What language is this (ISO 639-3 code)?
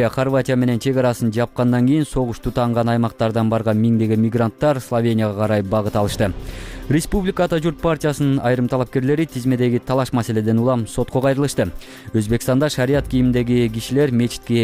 kir